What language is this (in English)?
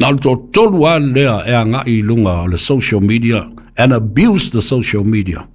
Samoan